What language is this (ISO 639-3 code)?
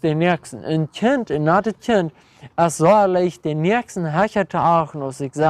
pdt